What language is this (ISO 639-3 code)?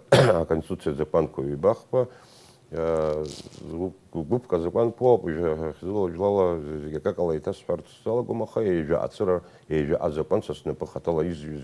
abk